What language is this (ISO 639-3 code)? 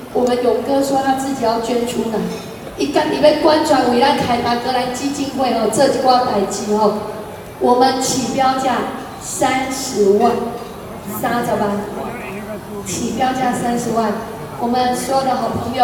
nan